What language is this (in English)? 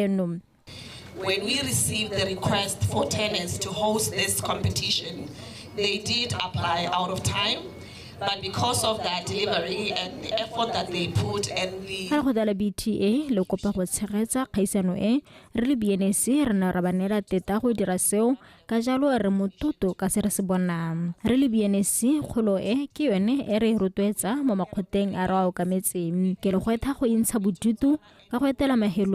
Tswana